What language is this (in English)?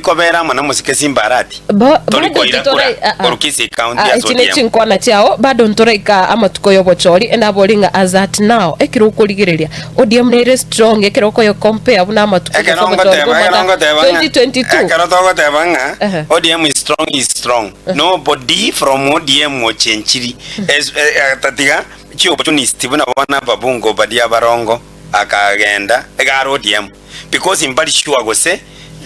Gusii